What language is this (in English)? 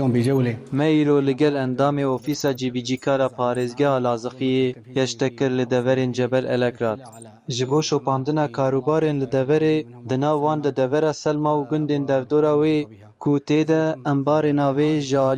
Kurdish